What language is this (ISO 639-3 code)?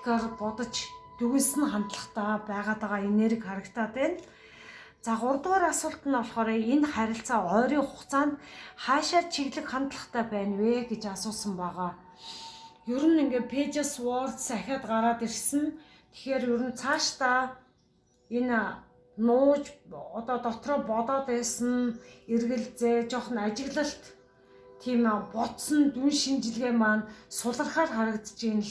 mon